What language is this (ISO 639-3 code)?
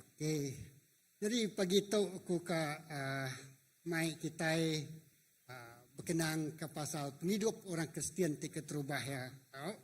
iba